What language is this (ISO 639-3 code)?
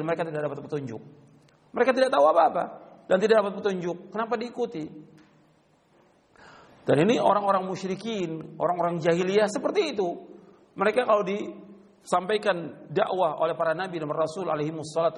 ind